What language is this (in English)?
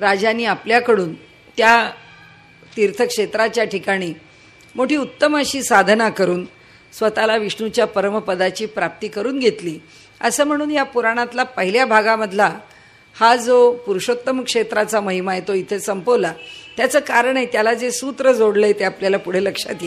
Marathi